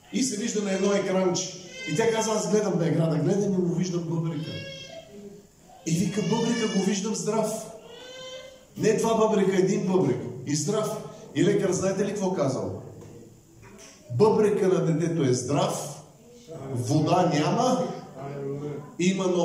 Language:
Bulgarian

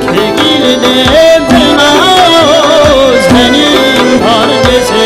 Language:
Kara-Kalpak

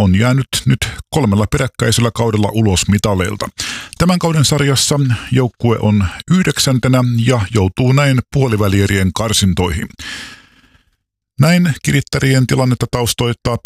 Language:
Finnish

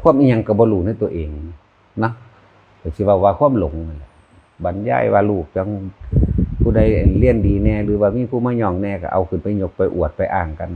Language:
Northeastern Thai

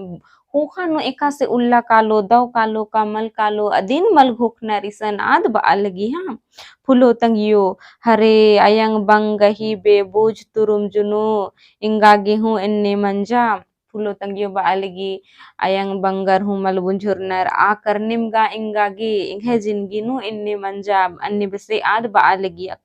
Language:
Kurukh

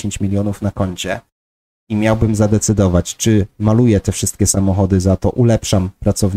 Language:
Polish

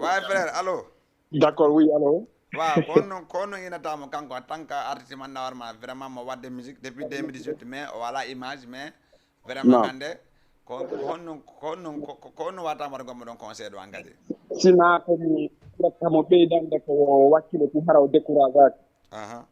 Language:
Fula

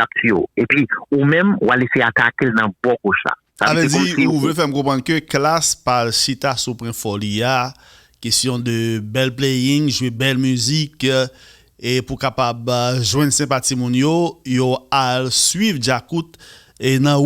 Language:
Haitian Creole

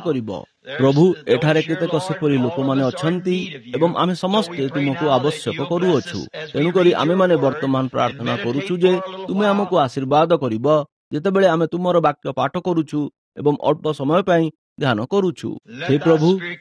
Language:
Odia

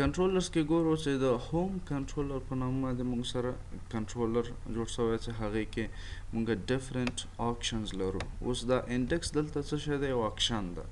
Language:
Pashto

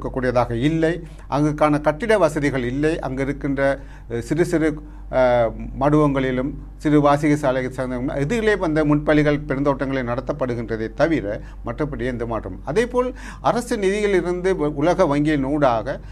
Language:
Tamil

